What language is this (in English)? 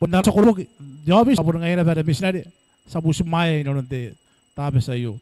Gilbertese